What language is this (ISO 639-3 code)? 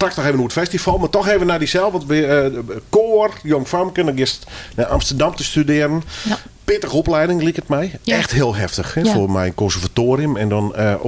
fry